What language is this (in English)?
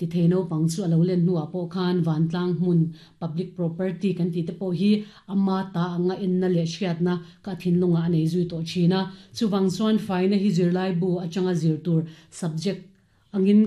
Mizo